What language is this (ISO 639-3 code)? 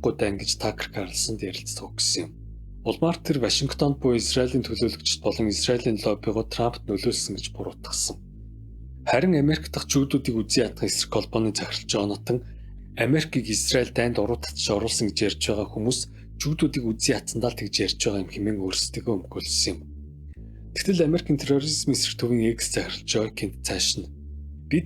mon